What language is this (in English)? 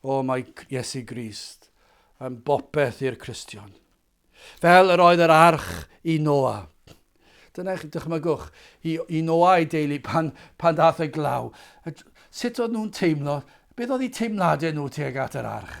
Welsh